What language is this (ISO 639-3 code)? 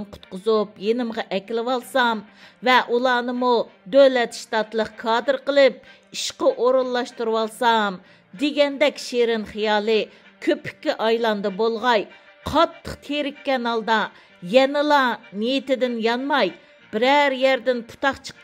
uig